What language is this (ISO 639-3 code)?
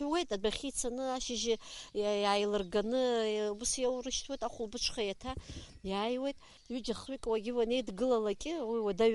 abk